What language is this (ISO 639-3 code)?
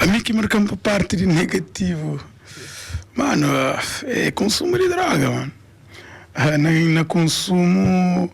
kea